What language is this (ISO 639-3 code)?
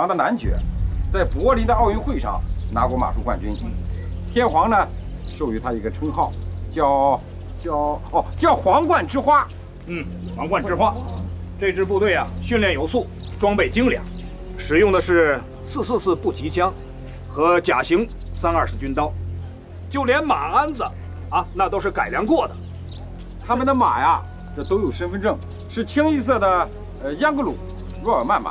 zho